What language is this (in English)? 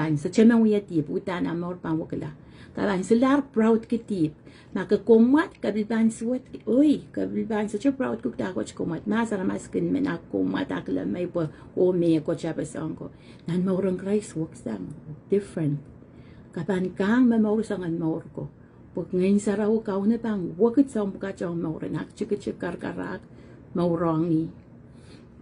Pohnpeian